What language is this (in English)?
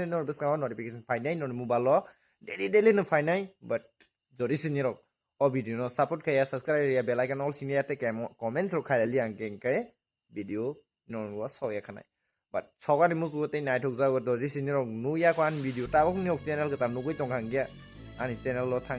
Kok Borok